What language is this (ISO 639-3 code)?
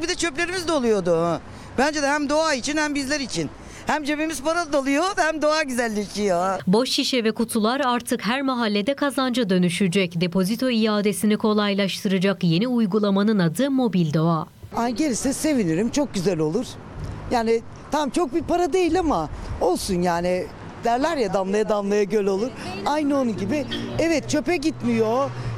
tur